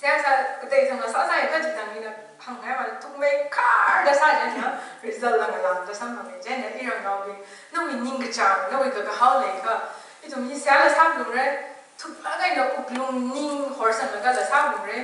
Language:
Tangkhul Naga (India)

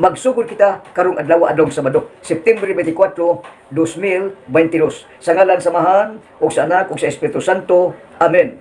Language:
Cebuano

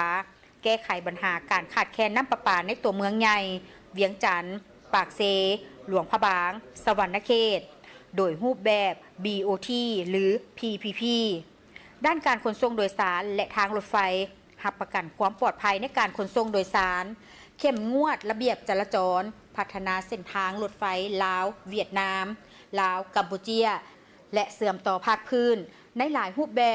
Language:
Lao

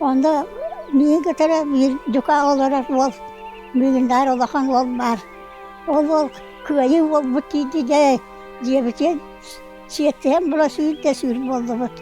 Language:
Yakut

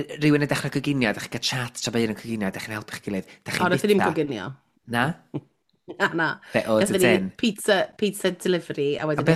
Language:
Welsh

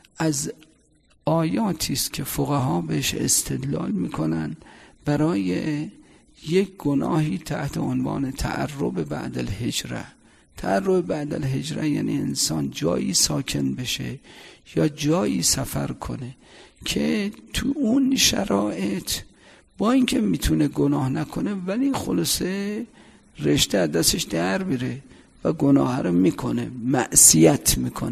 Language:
Persian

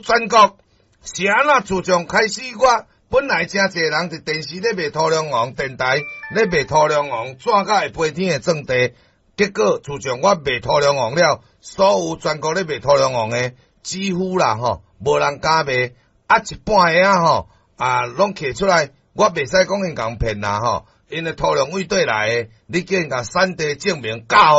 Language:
Min Nan Chinese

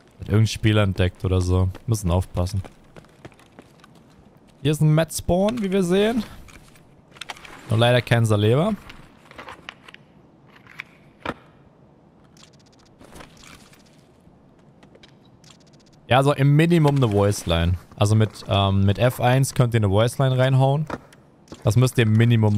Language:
German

